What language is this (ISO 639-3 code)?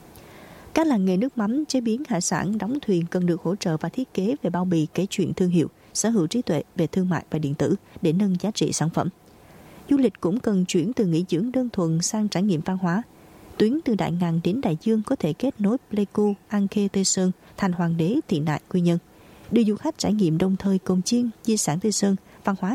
vie